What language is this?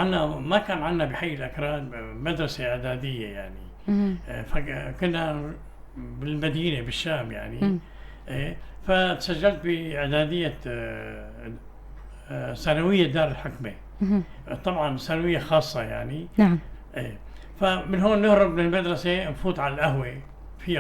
North Levantine Arabic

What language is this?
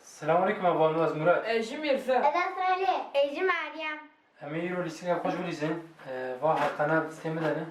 Kurdish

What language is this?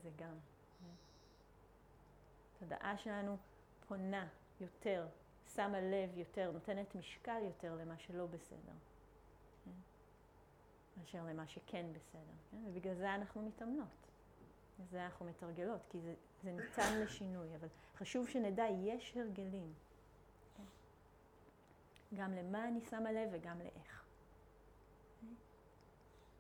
Hebrew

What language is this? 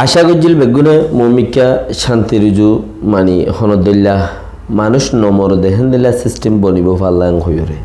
Rohingya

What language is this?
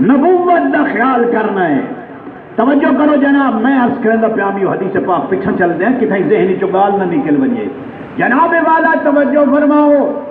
Saraiki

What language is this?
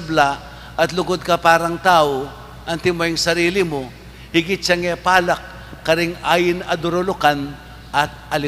Pampanga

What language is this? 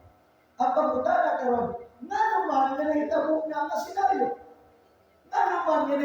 Cebuano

